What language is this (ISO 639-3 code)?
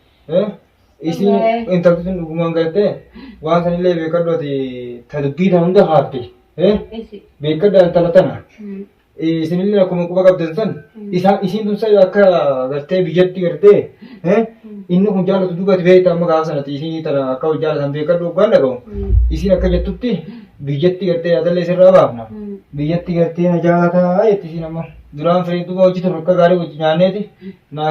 orm